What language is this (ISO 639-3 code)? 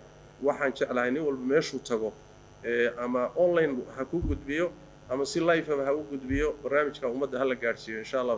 som